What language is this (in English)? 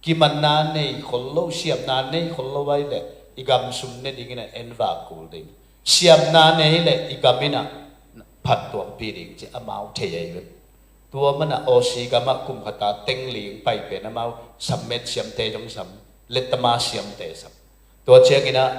Tedim Chin